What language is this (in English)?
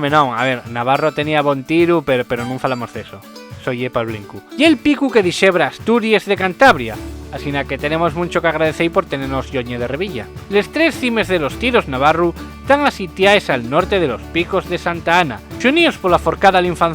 Asturian